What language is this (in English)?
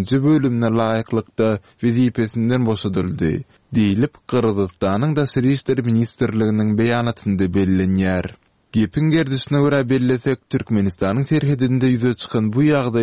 Turkmen